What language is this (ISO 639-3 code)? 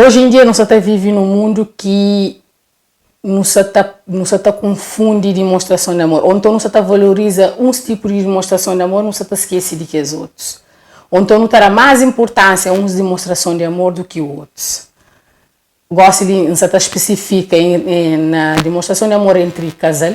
kea